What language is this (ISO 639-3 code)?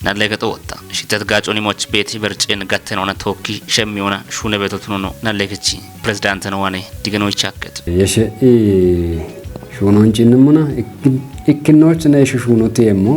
kbr